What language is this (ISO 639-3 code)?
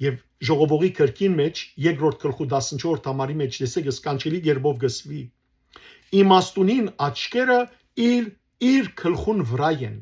hyw